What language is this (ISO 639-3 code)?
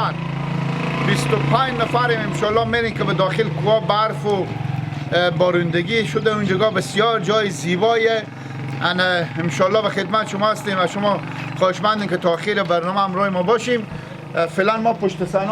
haz